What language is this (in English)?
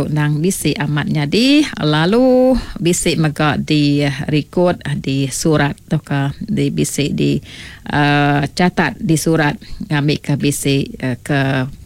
Iban